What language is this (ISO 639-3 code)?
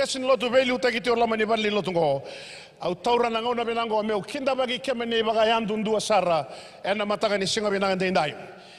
fij